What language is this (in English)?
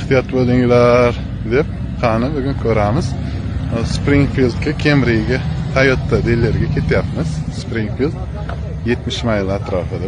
Uzbek